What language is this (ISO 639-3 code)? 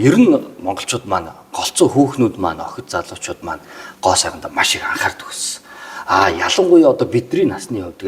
mon